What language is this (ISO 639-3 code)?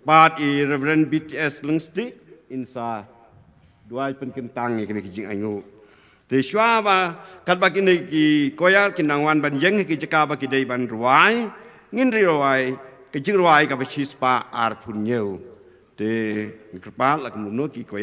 kha